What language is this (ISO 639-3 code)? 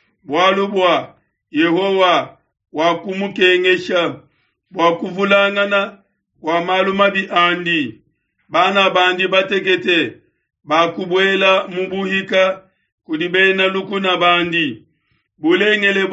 lua